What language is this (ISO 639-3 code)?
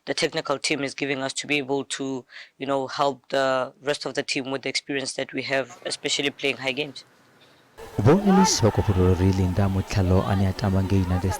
ven